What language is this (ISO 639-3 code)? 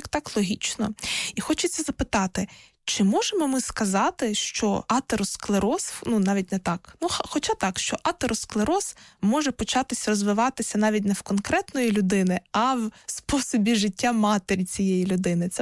ukr